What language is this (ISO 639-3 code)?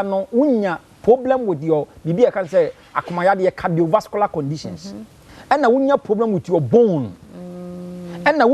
aka